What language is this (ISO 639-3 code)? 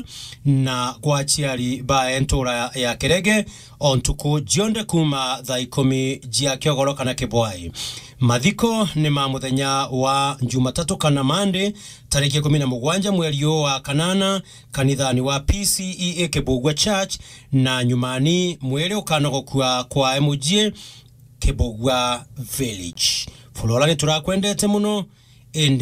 mer